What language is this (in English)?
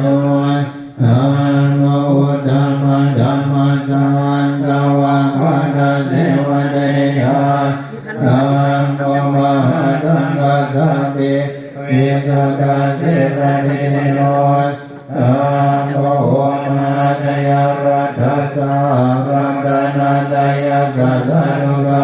Pali